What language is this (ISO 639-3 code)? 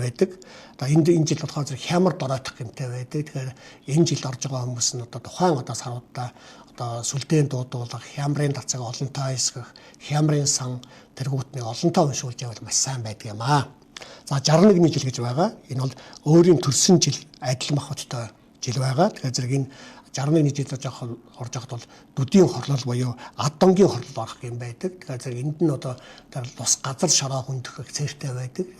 mon